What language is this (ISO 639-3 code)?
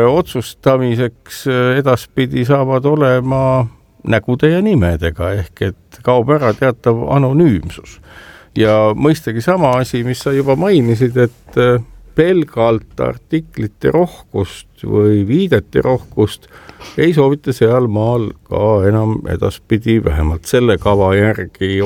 est